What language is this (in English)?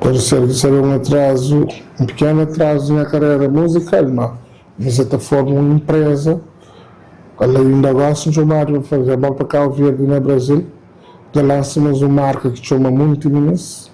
Kabuverdianu